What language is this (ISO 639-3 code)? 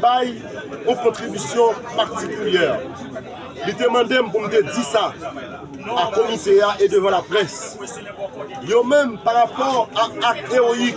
hat